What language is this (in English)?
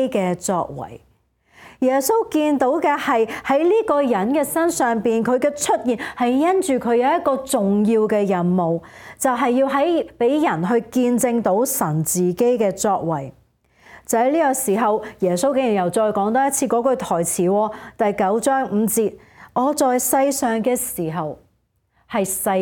Cantonese